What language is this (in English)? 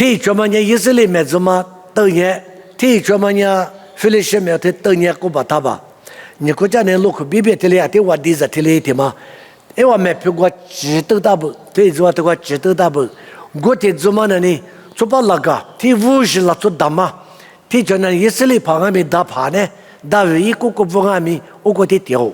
Lisu